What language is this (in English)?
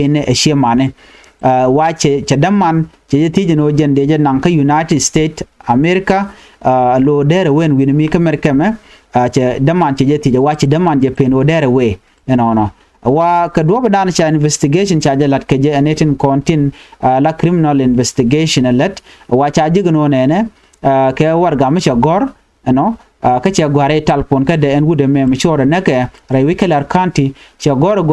Nuer